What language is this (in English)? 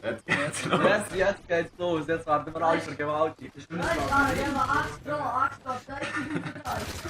Swiss German